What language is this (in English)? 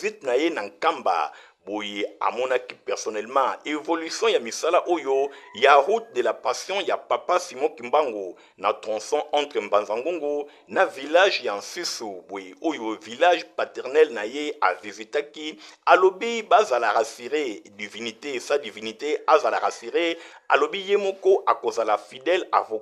Lingala